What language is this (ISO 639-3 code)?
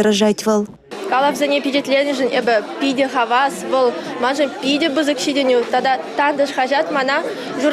chv